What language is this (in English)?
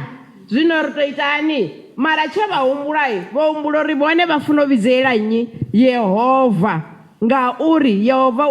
Venda